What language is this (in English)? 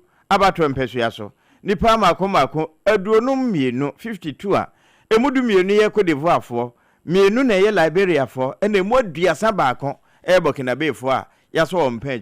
Akan